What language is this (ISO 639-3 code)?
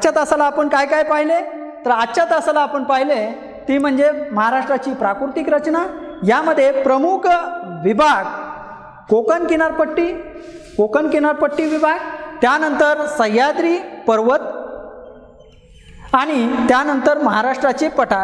mar